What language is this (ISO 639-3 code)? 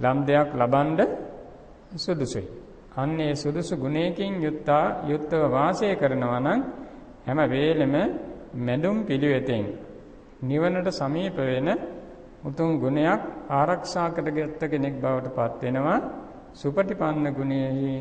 sin